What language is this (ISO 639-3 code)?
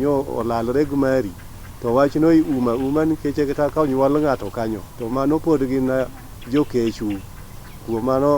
luo